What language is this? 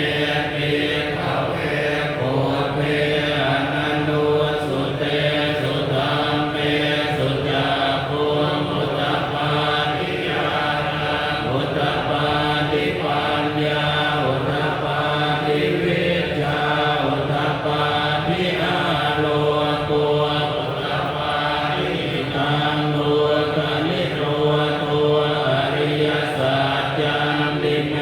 Pali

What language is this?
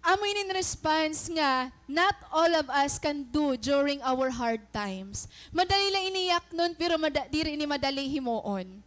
Waray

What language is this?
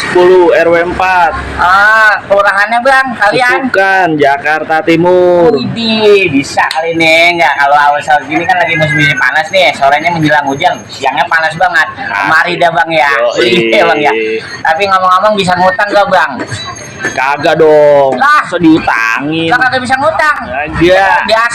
Betawi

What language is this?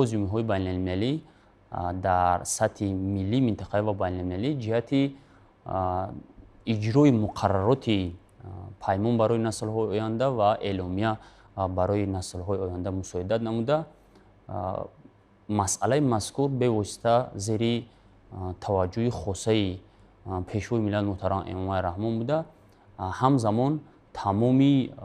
Tajik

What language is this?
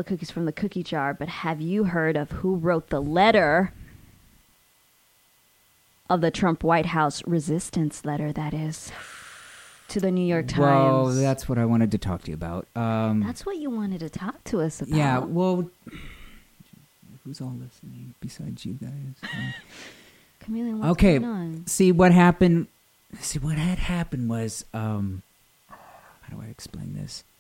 English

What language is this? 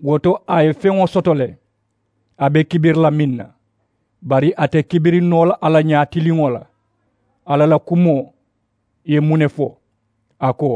Mandingo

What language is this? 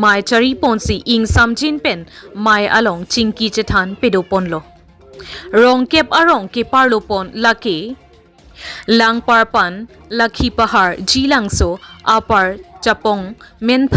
Karbi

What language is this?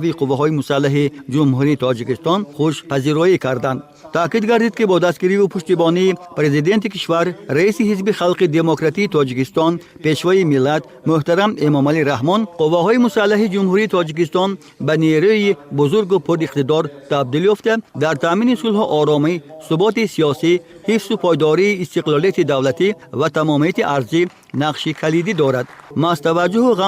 Tajik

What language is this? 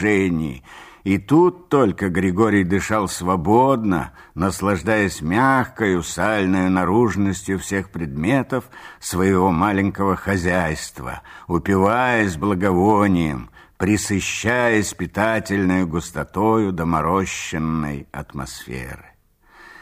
Russian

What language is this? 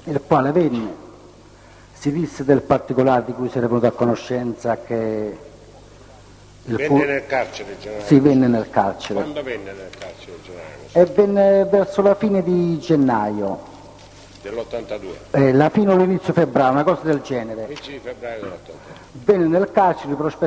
Italian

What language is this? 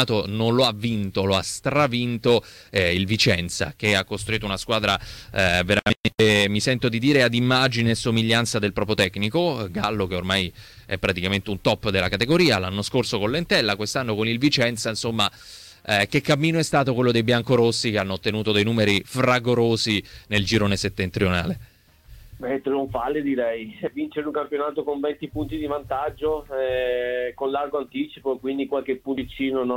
Italian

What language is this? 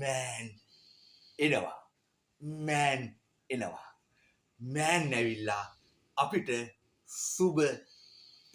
Sinhala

